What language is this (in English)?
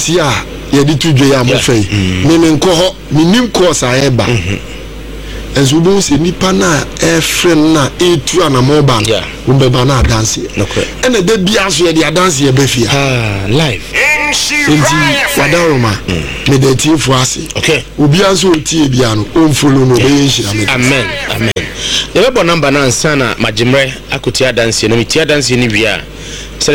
Akan